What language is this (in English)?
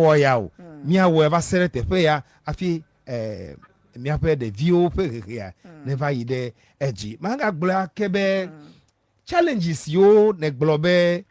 Ewe